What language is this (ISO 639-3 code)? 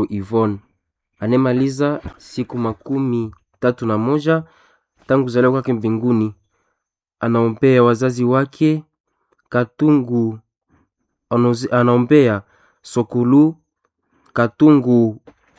swa